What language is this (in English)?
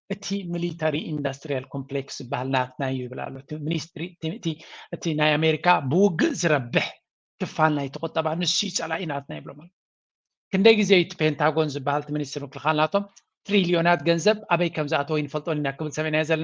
Tigrinya